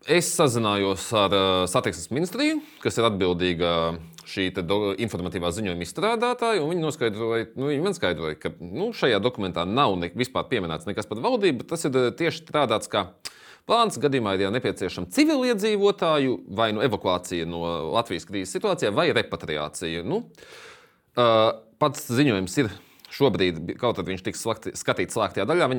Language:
Latvian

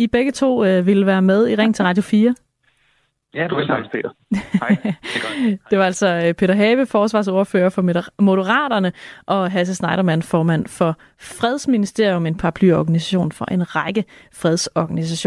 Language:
Danish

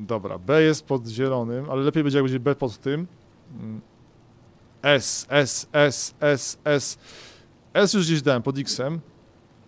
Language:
Polish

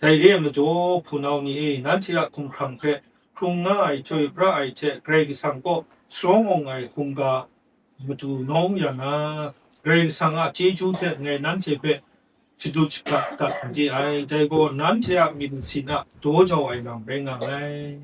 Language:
Kachin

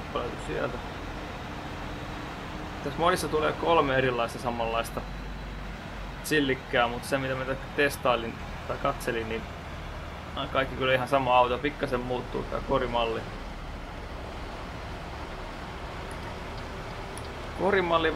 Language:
Finnish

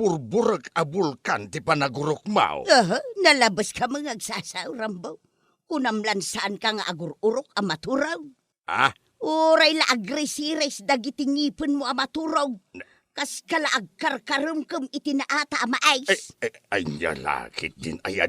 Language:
Iloko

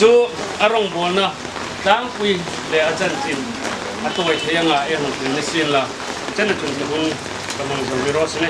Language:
Hmar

